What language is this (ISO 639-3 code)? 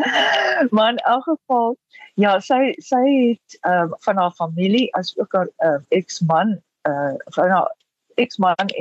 afr